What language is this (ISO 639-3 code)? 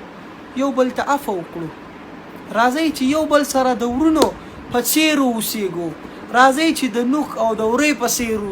pus